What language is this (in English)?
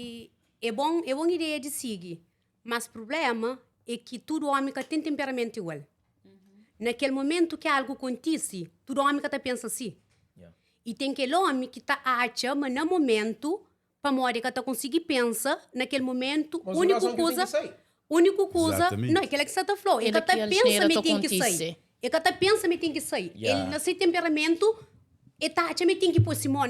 Kabuverdianu